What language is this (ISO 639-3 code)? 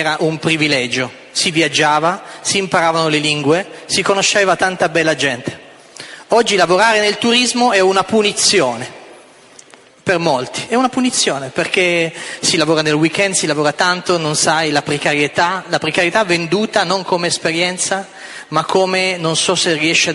ita